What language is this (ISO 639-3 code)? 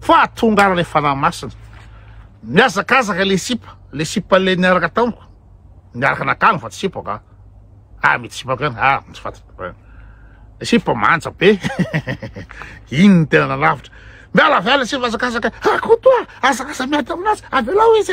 mlg